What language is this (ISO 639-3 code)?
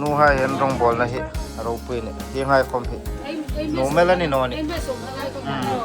hmr